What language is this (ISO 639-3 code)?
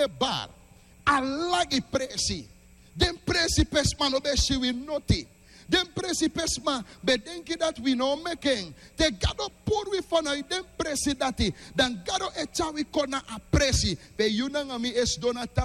srn